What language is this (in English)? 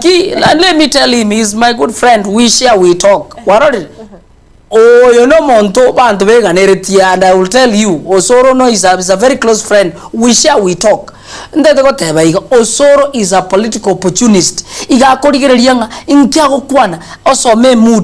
Gusii